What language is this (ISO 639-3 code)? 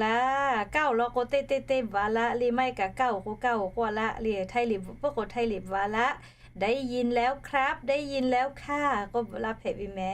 lhu